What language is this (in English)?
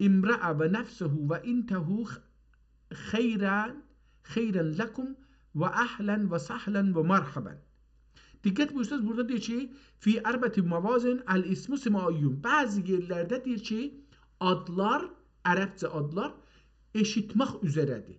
South Azerbaijani